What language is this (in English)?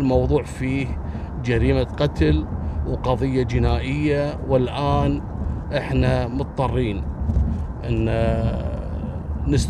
Arabic